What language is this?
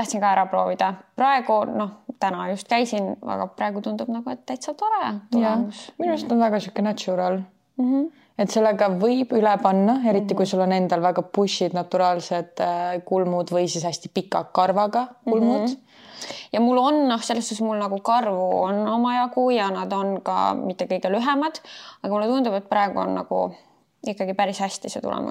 Estonian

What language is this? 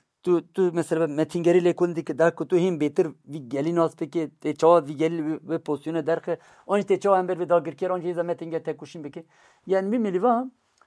Kurdish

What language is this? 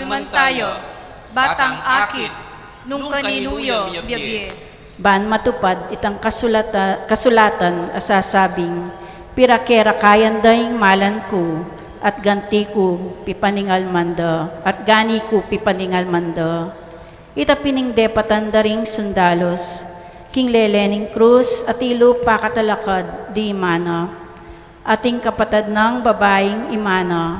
Pampanga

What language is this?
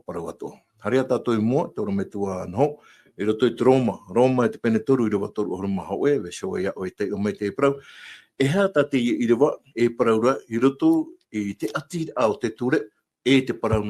Tahitian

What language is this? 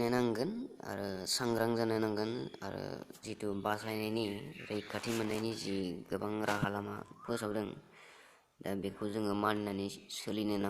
Bodo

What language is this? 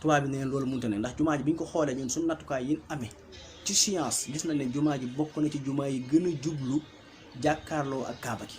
Wolof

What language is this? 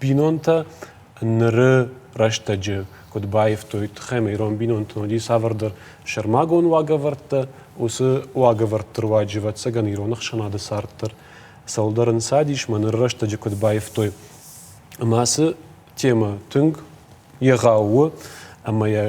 Ossetic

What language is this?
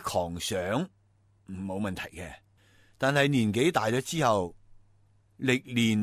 Cantonese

